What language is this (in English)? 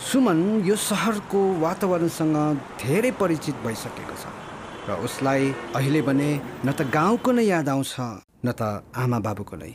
Nepali